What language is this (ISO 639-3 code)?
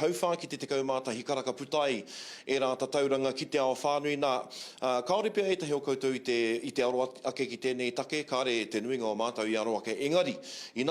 mri